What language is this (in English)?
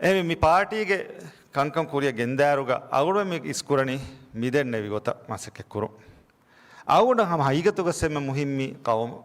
Divehi